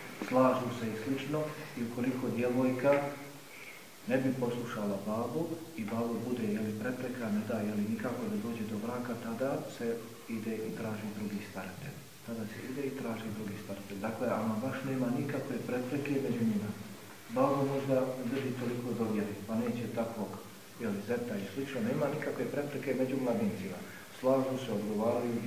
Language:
Bosnian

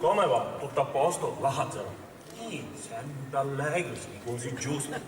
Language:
Sicilian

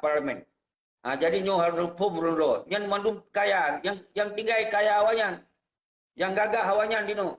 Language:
Achinese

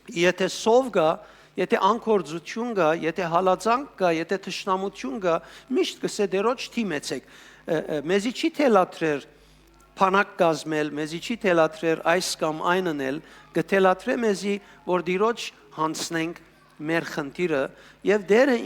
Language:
Western Armenian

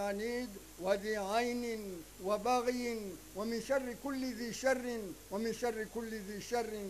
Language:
Ngazidja Comorian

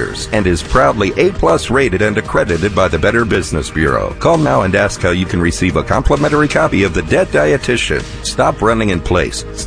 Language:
English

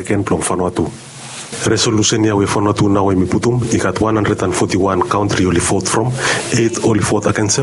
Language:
Bislama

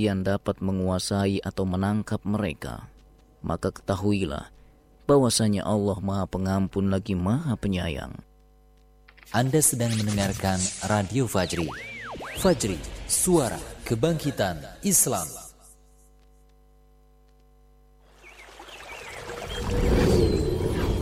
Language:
Indonesian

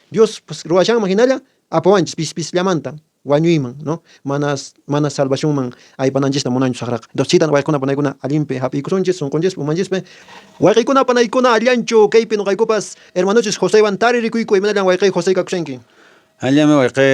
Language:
Quechua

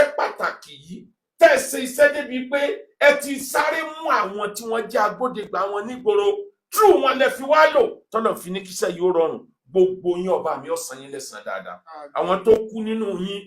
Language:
Yoruba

